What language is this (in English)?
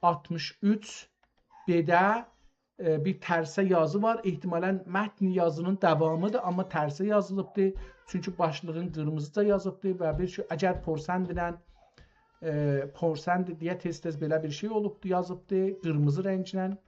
South Azerbaijani